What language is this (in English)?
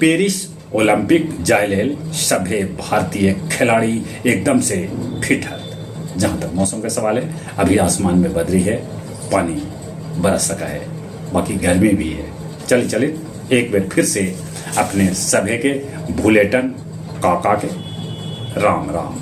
Magahi